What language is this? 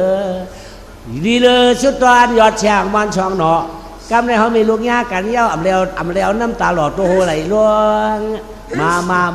Shan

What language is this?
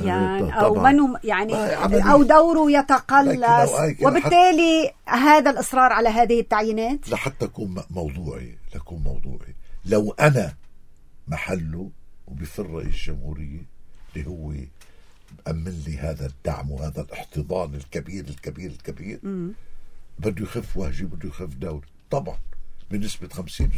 North Levantine Arabic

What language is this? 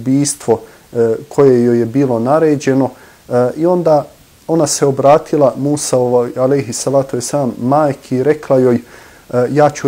Bosnian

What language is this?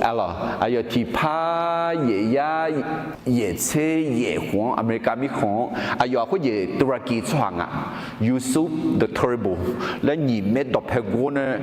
Akha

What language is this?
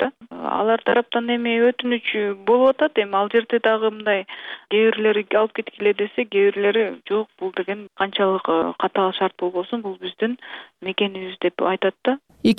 Kyrgyz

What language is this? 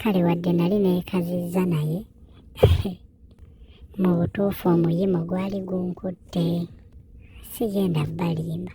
Ganda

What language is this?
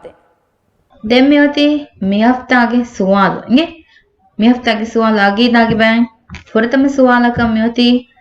Divehi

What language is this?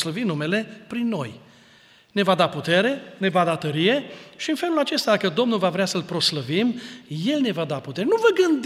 Romanian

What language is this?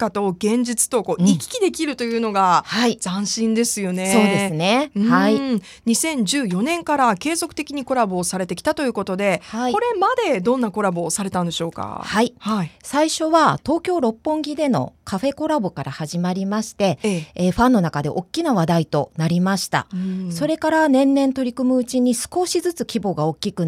Japanese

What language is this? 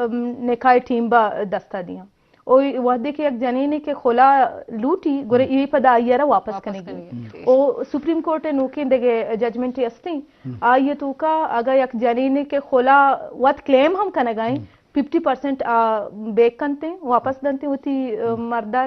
Eastern Balochi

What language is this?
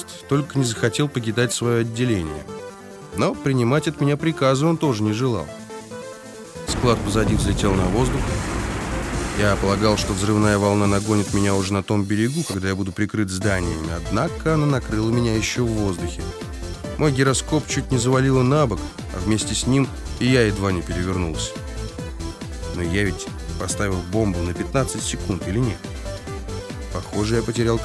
Russian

